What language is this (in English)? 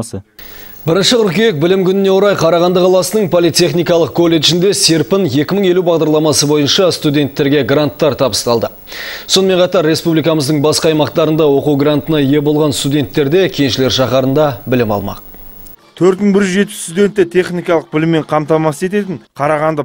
Kazakh